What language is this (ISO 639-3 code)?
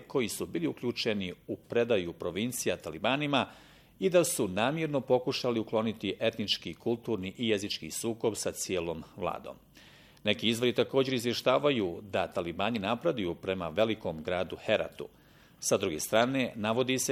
bos